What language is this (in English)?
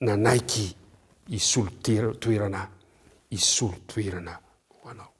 Malagasy